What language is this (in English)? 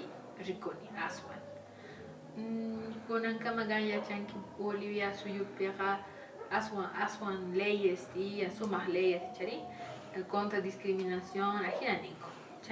Quechua